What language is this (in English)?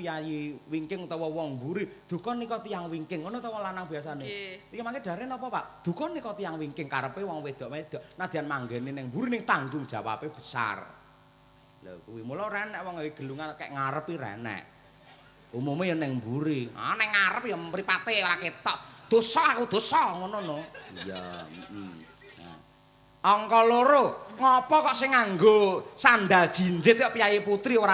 Javanese